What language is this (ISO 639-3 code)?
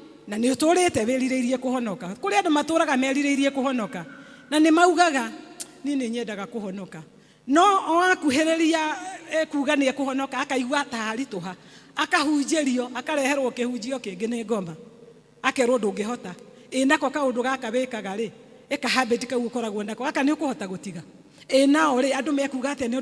kik